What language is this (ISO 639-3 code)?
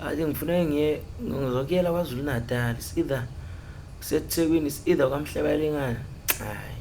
zul